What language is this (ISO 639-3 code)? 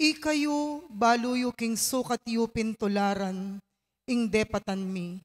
pam